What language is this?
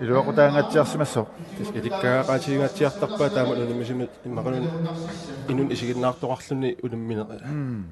Kalaallisut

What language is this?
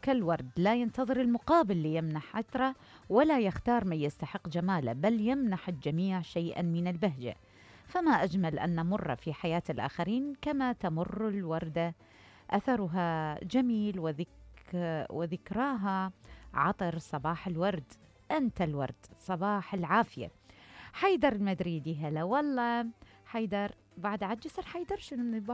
Mesopotamian Arabic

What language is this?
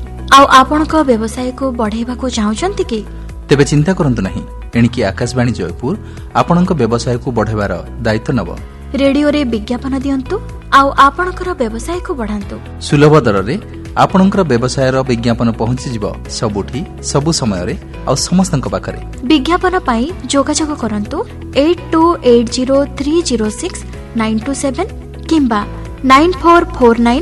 Odia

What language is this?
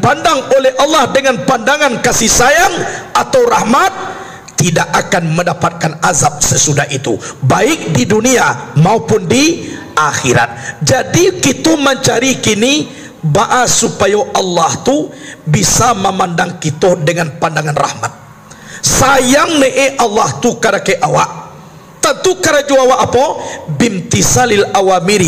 Minangkabau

